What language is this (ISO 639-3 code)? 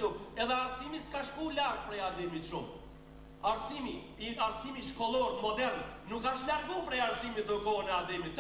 sqi